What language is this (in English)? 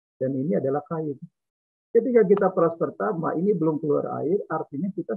Indonesian